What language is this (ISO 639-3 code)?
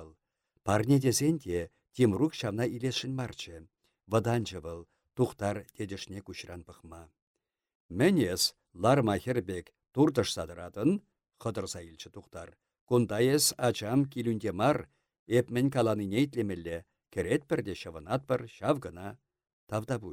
chv